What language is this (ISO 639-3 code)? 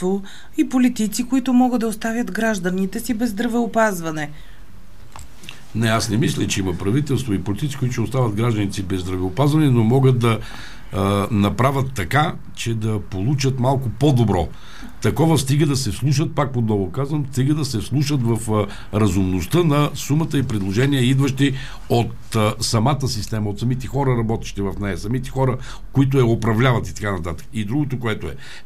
bul